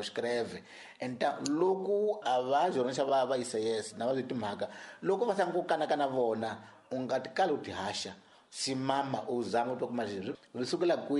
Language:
Tsonga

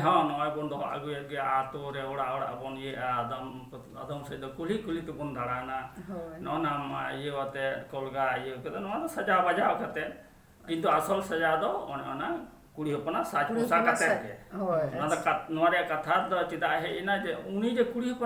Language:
Santali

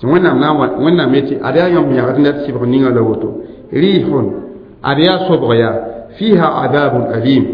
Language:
Mossi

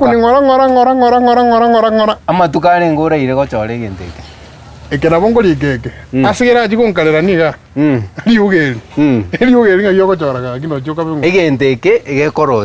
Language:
Gusii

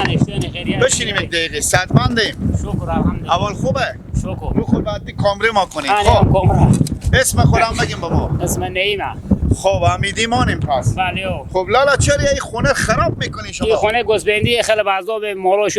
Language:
Persian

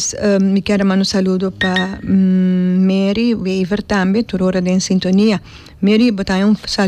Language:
Papiamento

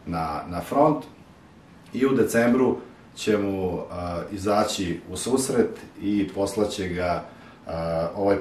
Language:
Serbian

